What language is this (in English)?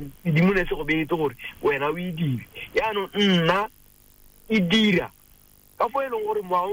Tswana